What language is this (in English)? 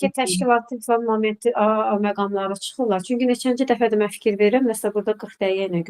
Azerbaijani